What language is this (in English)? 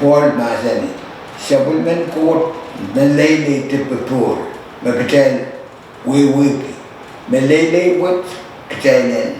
Pohnpeian